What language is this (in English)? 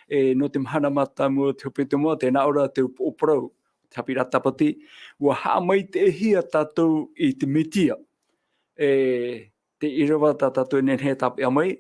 Tahitian